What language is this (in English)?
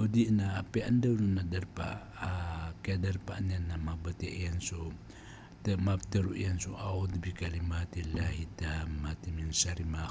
Maranao